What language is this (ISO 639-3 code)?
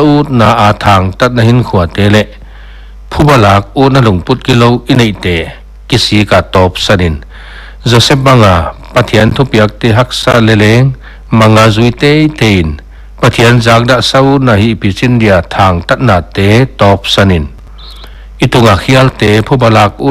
pck